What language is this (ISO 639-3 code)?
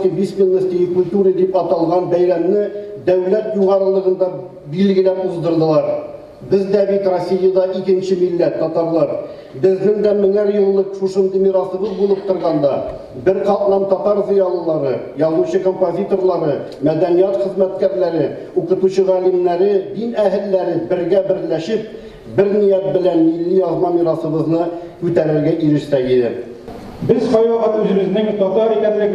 tat